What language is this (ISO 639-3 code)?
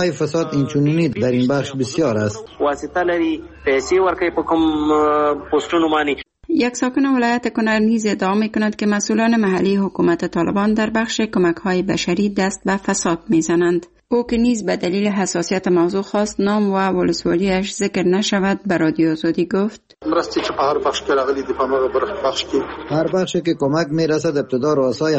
fas